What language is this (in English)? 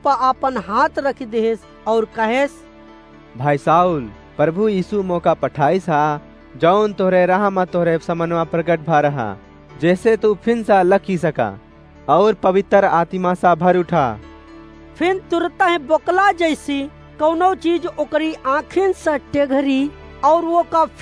Awadhi